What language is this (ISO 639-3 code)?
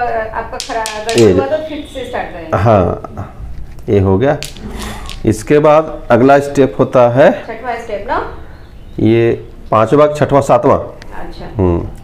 hin